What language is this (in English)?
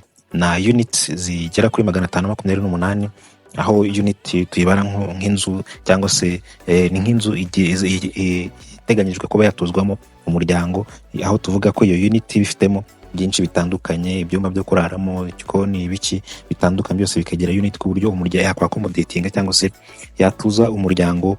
Kinyarwanda